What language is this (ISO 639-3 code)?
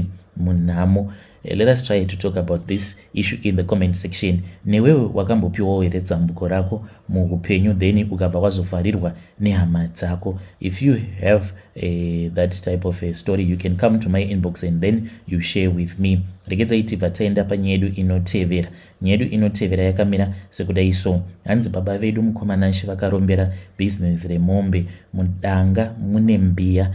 sna